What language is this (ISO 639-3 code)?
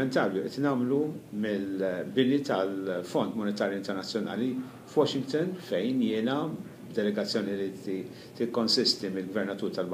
mlt